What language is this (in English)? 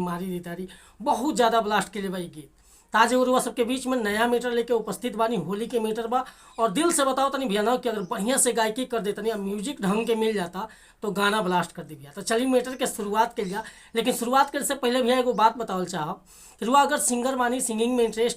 Bhojpuri